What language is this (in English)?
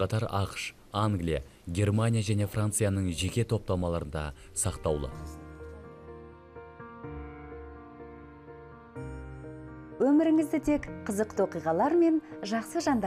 Kazakh